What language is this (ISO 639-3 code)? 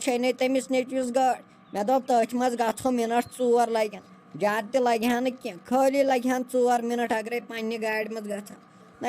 kas